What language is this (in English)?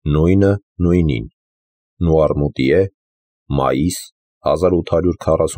Armenian